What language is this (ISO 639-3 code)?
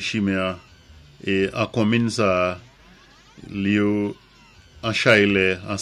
acf